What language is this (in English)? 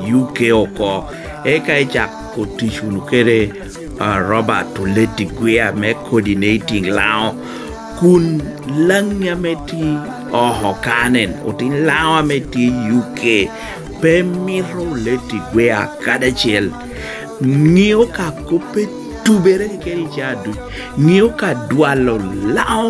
Lango (Uganda)